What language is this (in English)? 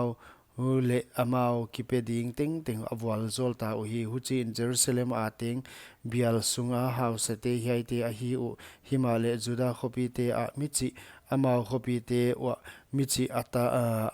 Paite Chin